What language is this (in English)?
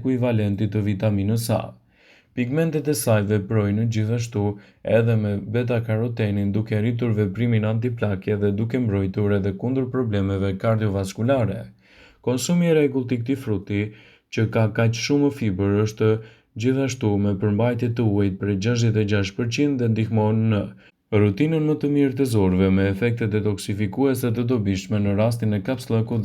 Albanian